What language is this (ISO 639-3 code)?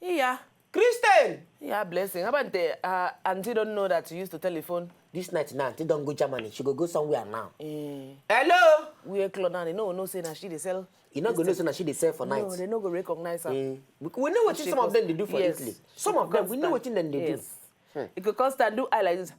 pcm